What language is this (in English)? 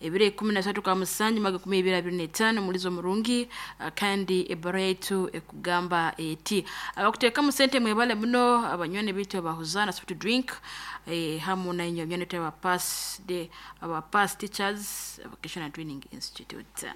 Nyoro